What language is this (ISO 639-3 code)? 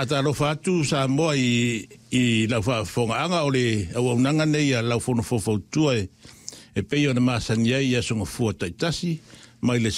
smo